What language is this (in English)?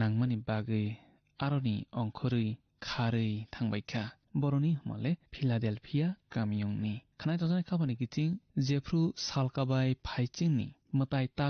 Kok Borok